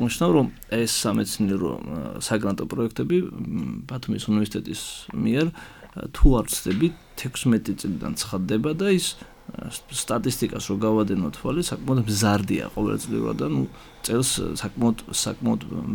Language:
Georgian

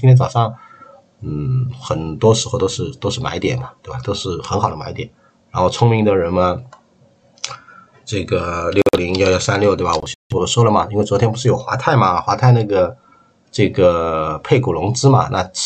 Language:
Chinese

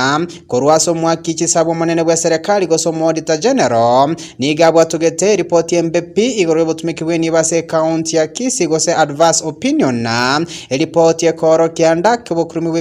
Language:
Gusii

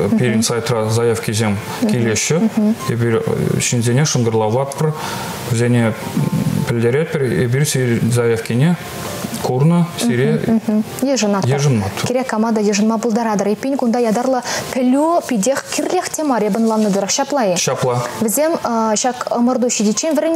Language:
Chuvash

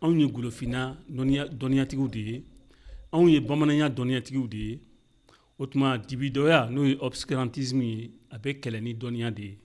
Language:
Bambara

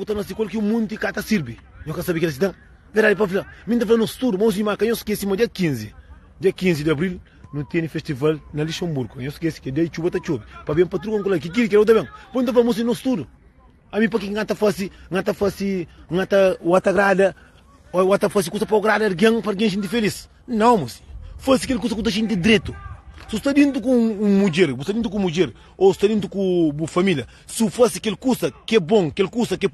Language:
Kabuverdianu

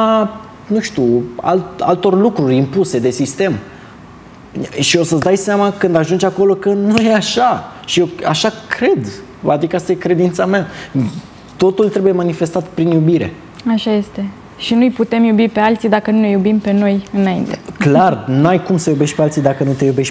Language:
Romanian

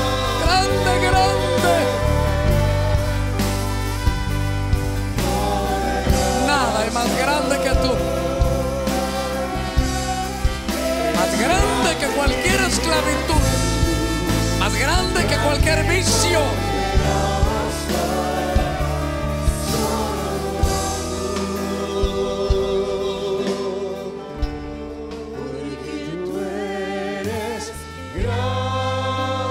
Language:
Spanish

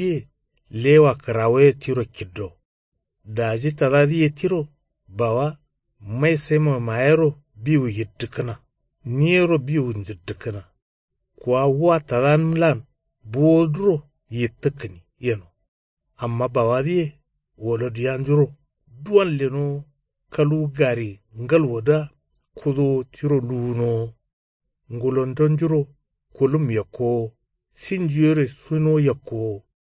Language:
Kanuri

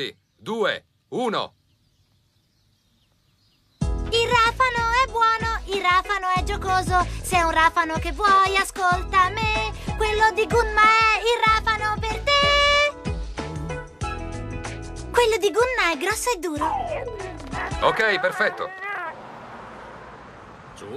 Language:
Italian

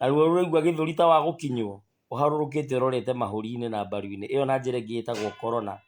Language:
Kikuyu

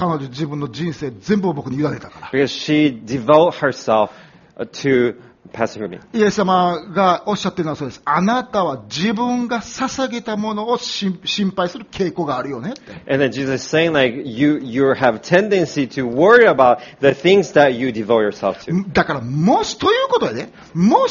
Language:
Japanese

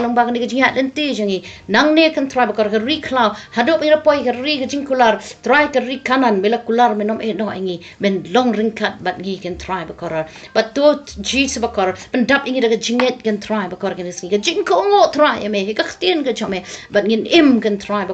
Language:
Khasi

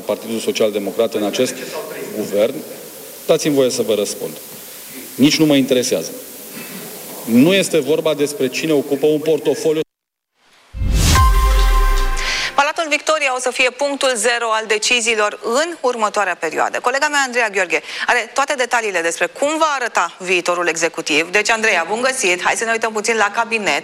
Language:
Romanian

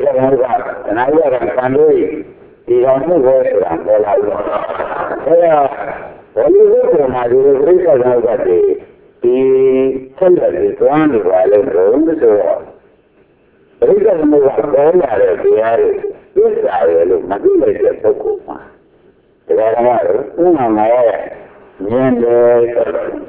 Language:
Burmese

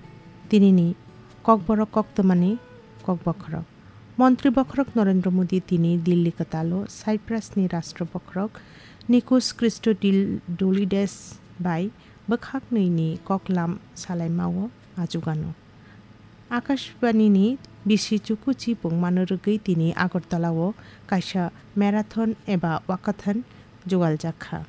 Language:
Kok Borok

